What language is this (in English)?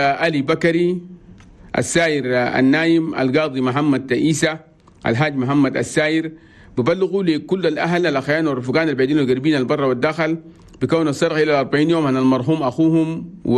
Chadian Arabic